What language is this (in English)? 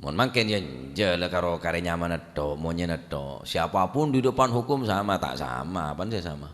Madurese